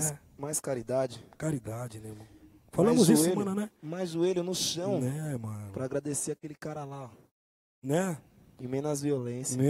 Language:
Portuguese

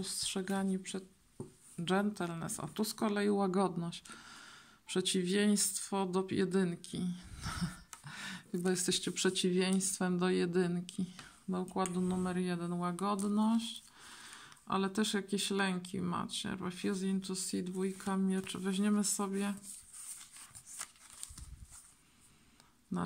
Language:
Polish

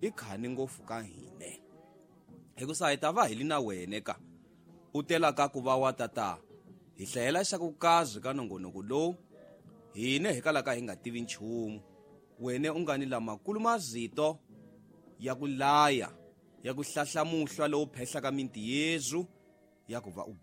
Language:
Tsonga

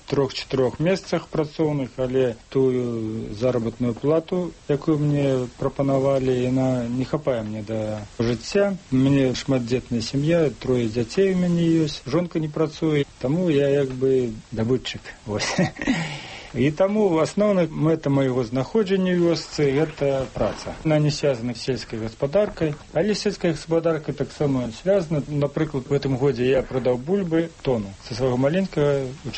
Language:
Belarusian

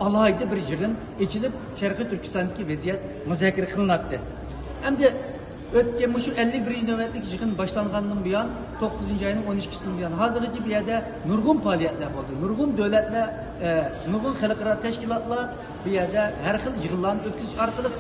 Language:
Uyghur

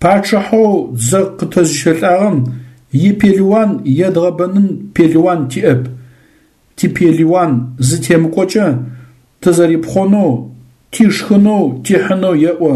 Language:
Adyghe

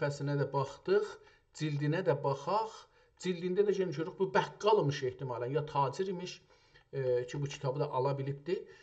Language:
South Azerbaijani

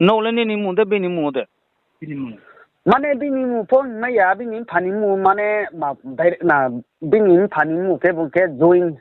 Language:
Riang (India)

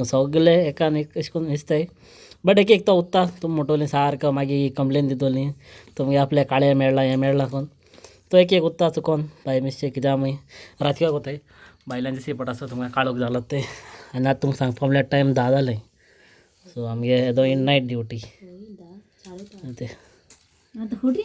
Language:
Konkani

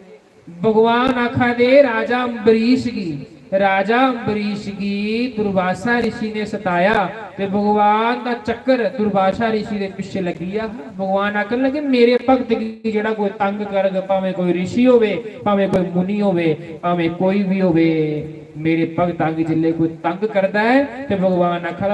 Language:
Dogri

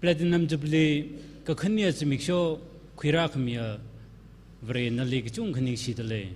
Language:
Tangkhul Naga (India)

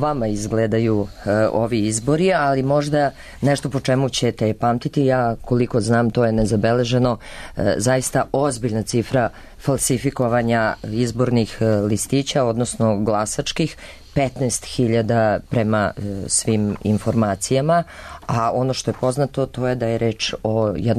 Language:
Serbian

